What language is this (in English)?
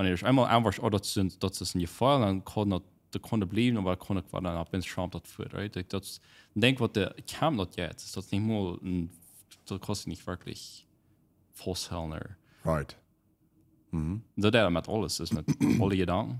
Plautdietsch